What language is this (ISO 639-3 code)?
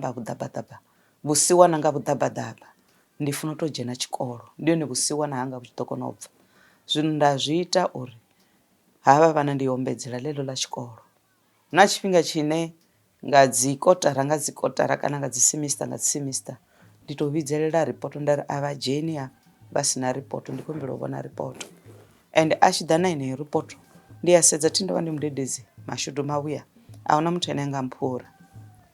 ven